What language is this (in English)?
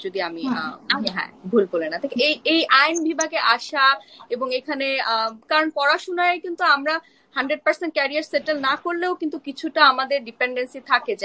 Bangla